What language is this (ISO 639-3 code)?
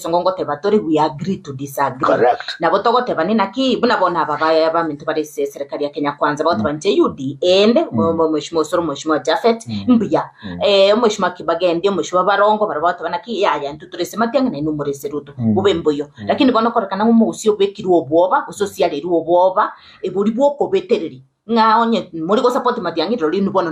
guz